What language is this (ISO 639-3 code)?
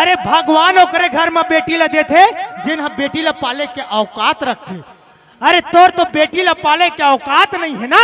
hne